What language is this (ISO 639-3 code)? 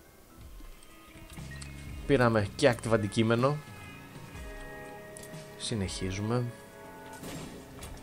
ell